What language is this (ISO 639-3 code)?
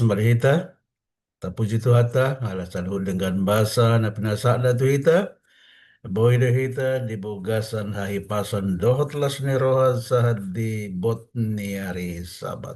bbc